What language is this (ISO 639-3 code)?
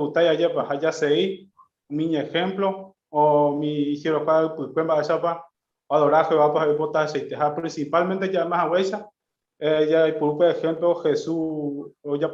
grn